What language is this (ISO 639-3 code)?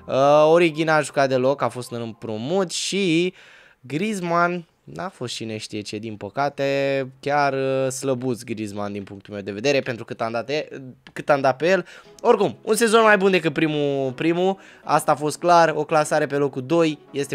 ron